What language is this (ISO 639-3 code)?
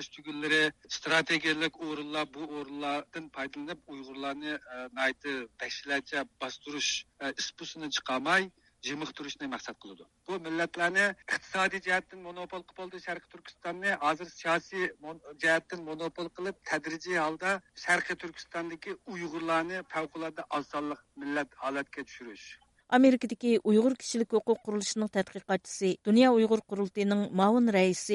uig